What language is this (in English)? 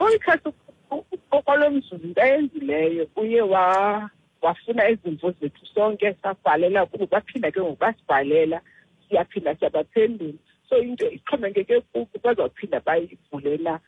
Xhosa